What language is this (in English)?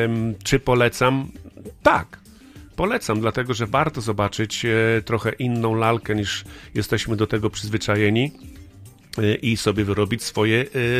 Polish